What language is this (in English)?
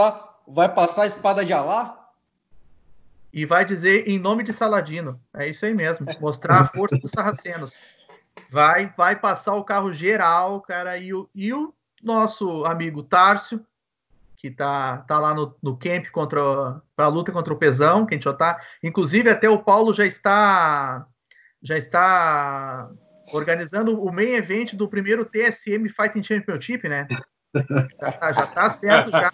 Portuguese